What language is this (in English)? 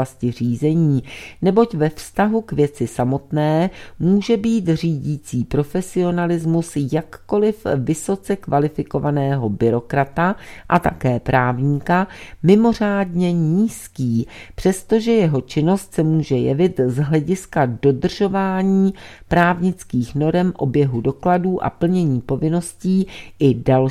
Czech